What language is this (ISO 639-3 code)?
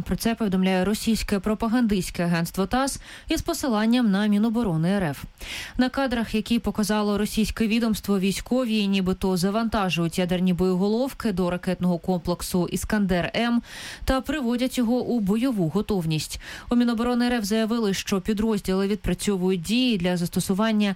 ukr